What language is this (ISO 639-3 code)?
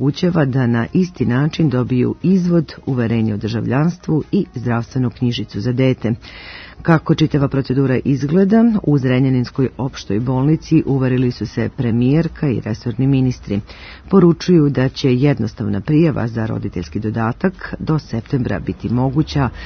srp